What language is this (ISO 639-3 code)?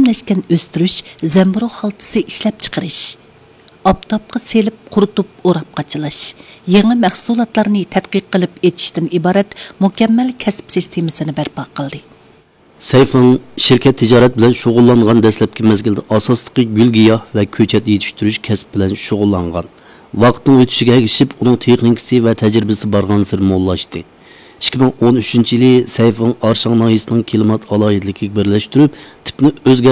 uig